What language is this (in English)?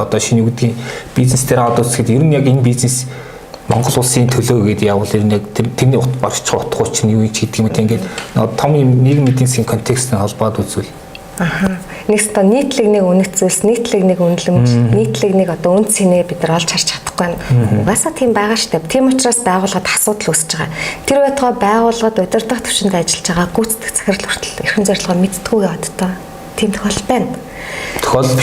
Mongolian